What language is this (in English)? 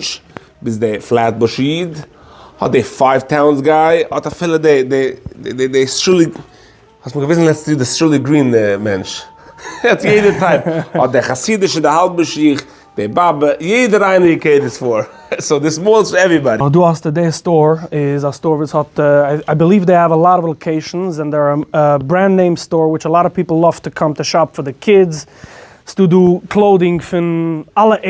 Yiddish